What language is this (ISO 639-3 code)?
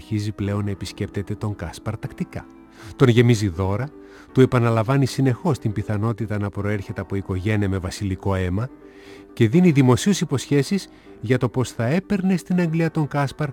ell